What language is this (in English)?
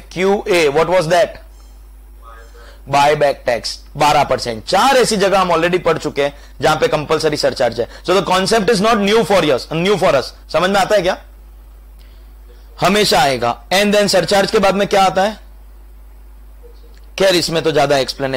Hindi